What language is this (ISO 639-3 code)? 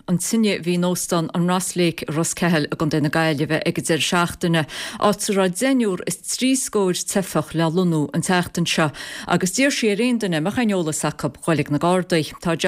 gle